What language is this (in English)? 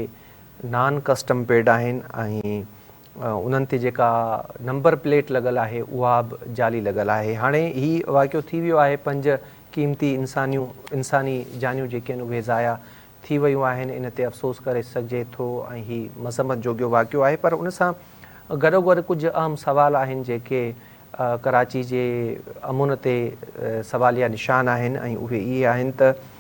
Sindhi